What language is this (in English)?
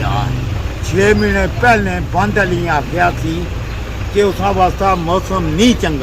Pahari-Potwari